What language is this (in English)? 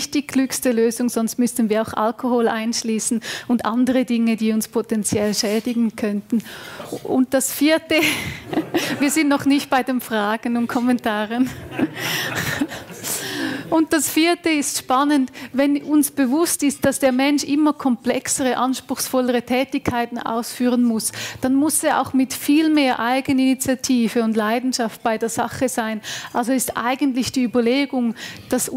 German